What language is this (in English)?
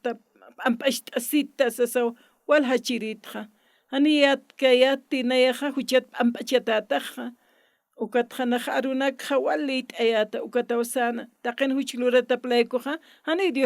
Aymara